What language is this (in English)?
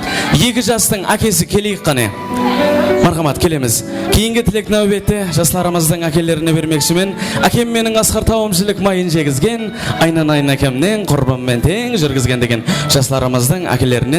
Kara-Kalpak